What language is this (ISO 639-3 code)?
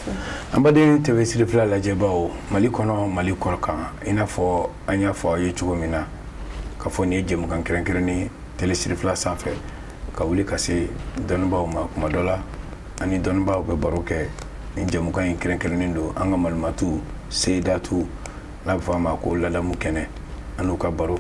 bam